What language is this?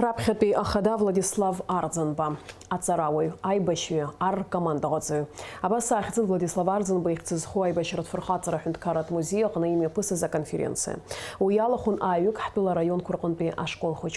Abkhazian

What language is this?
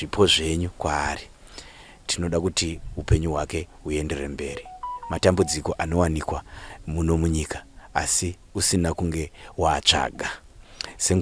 Shona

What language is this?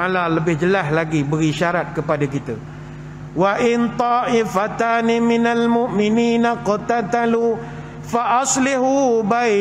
Malay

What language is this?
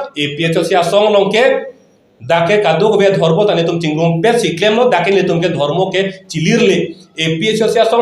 Karbi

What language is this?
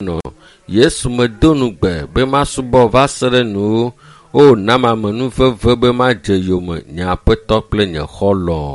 Ewe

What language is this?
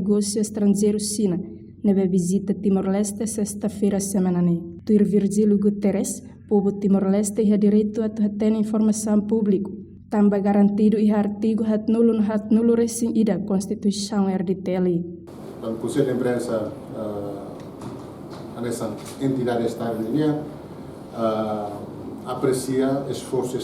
Tetum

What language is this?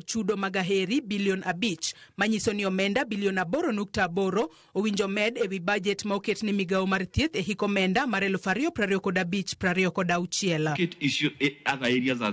Luo (Kenya and Tanzania)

